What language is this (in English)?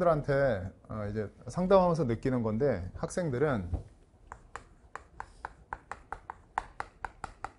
Korean